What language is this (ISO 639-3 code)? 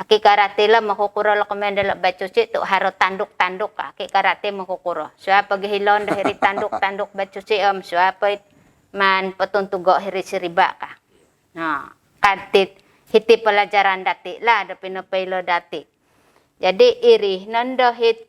dtp